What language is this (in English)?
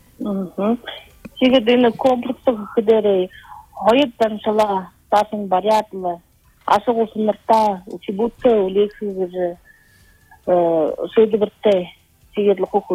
Buriat